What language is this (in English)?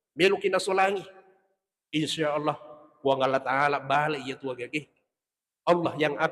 Buginese